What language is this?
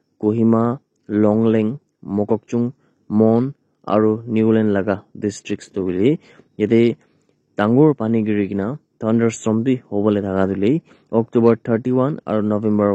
Naga Pidgin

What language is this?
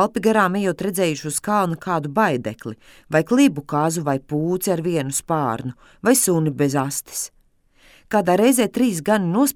Latvian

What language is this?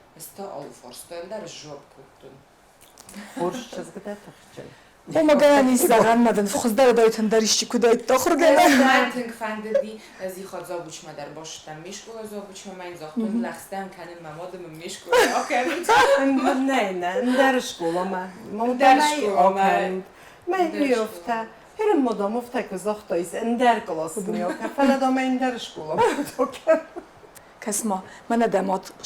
Ossetic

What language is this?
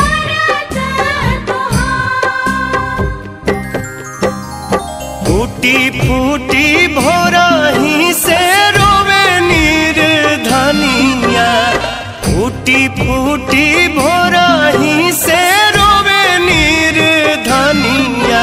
Bhojpuri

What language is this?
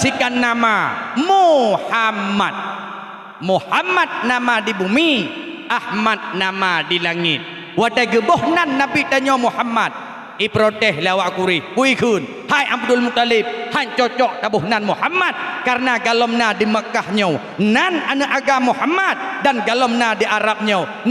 Achinese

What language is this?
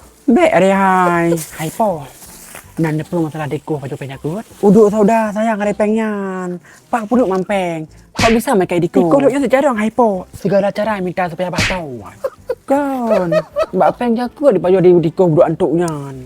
Achinese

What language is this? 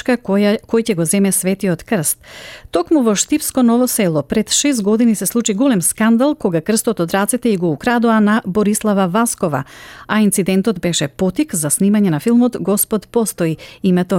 Macedonian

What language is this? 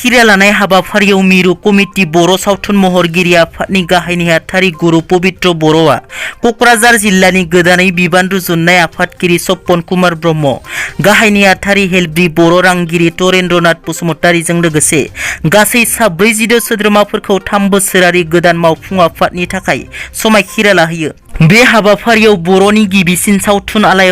Bodo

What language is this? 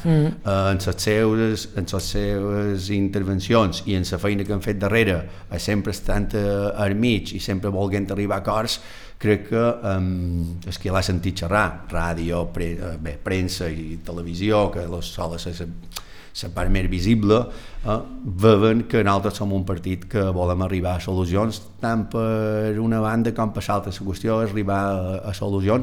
Catalan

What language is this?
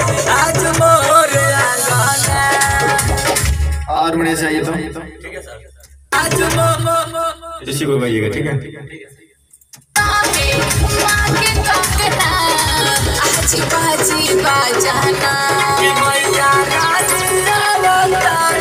Bhojpuri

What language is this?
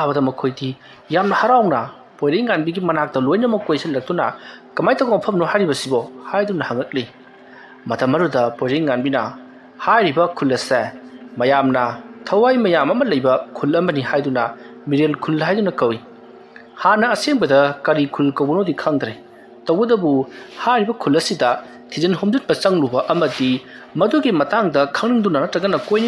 Manipuri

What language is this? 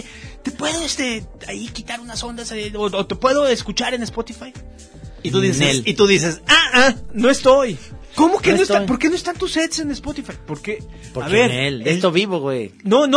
Spanish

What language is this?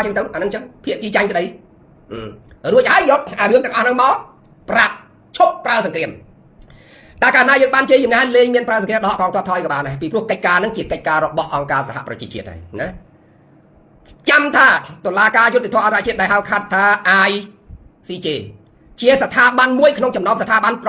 Khmer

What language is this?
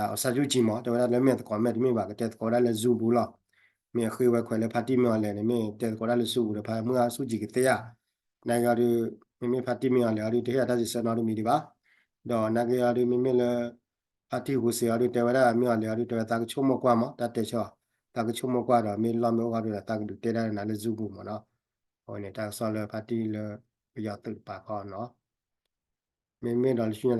S'gaw Karen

